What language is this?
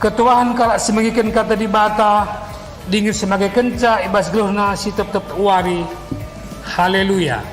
Batak Karo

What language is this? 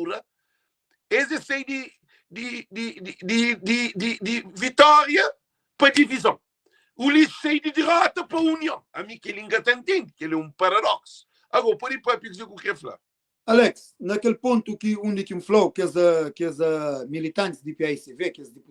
Kabuverdianu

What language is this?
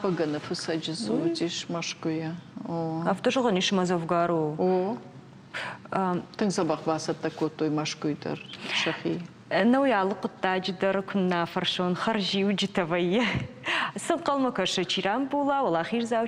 Ossetic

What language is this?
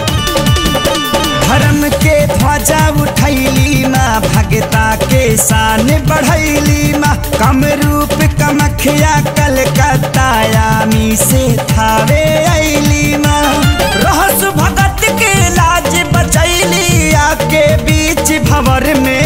Bhojpuri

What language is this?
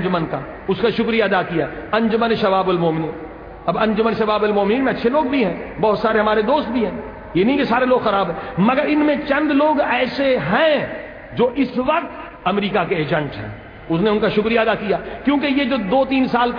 Urdu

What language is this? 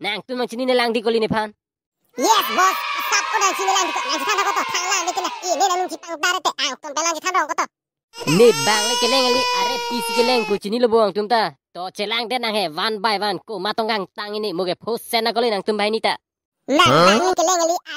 Karbi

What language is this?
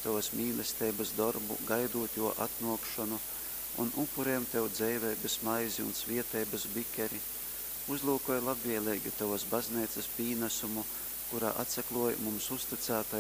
Latgalian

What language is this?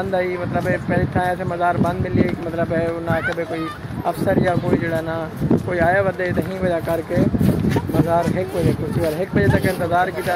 Saraiki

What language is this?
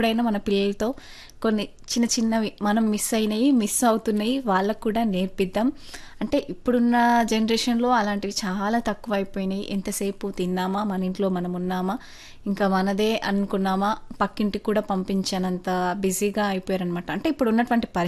Telugu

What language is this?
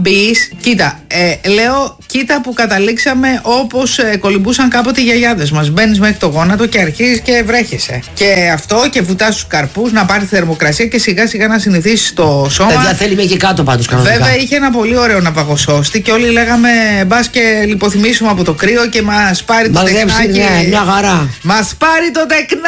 Greek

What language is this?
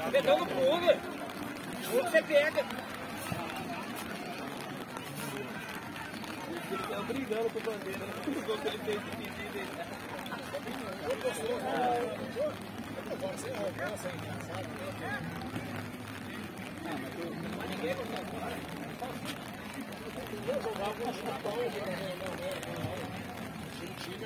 Portuguese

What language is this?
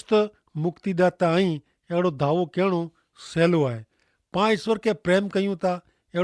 Kachhi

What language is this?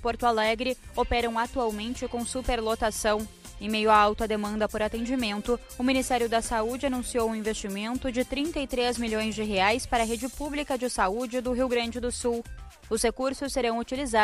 Portuguese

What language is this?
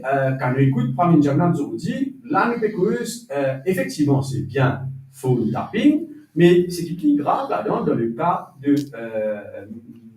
Morisyen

